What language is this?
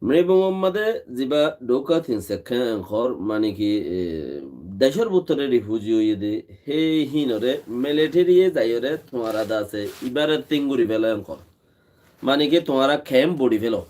Rohingya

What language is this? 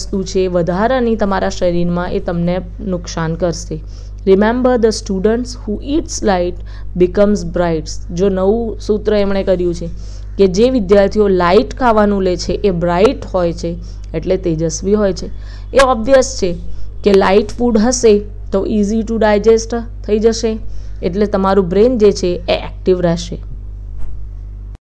Gujarati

